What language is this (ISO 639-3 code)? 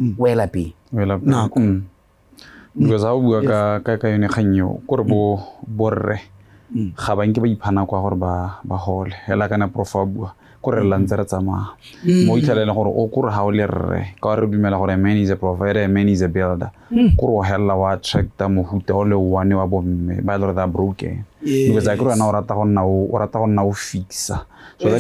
tsn